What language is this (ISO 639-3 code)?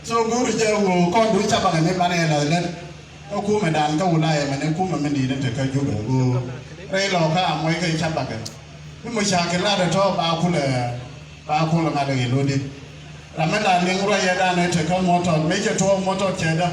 nus